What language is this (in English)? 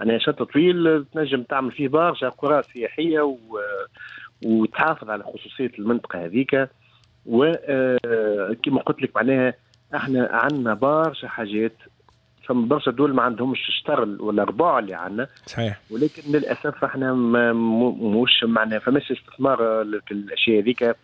Tunisian Arabic